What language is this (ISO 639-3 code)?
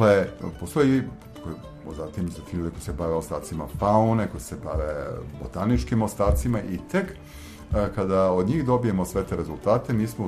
srp